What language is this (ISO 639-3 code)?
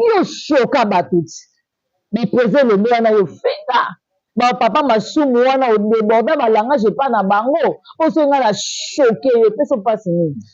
lin